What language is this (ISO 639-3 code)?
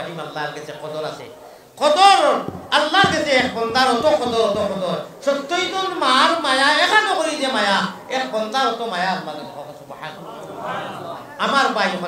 syl